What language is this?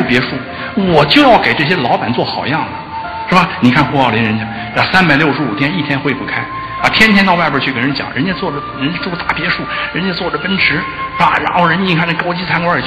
Chinese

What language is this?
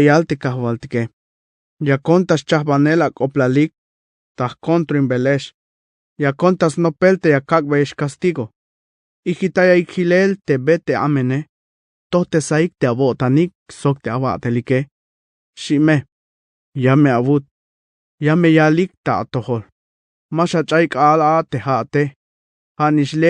Tzeltal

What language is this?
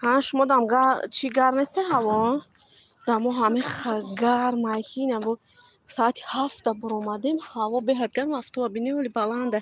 Tajik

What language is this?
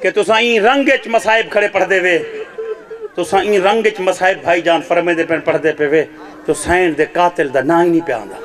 Saraiki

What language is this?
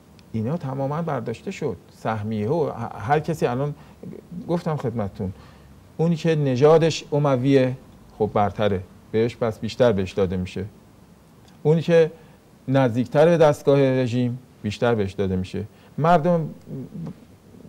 Persian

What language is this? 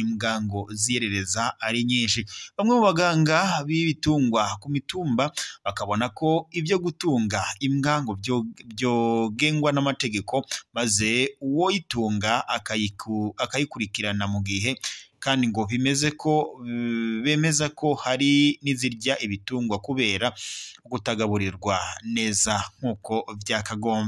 Rundi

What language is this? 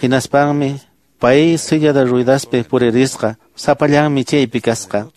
Quechua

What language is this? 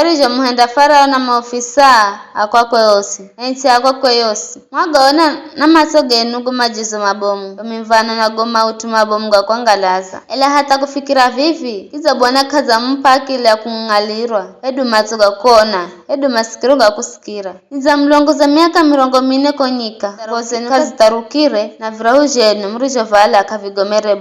Giryama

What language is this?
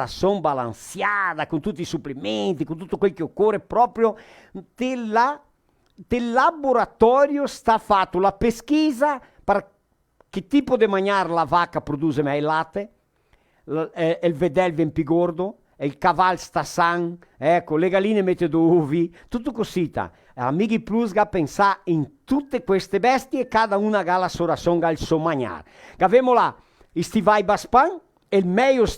Venetian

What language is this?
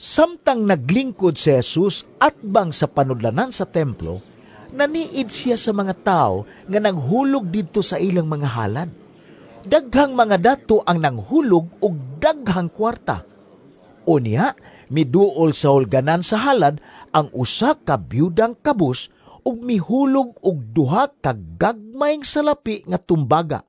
Cebuano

